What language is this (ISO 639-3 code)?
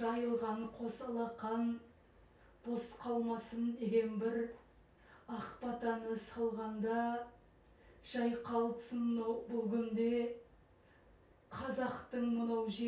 kaz